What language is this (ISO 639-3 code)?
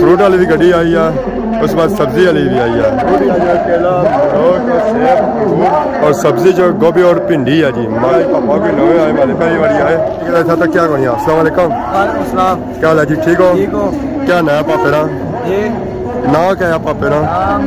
phr